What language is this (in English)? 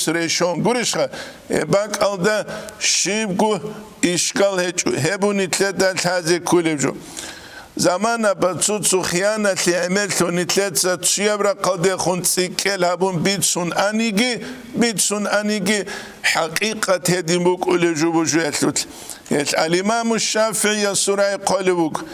Avaric